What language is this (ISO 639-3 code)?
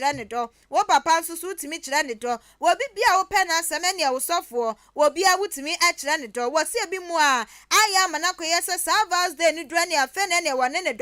aka